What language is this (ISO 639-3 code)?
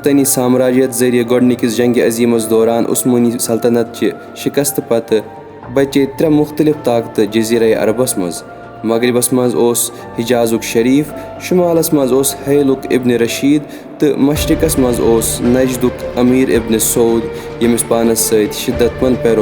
kas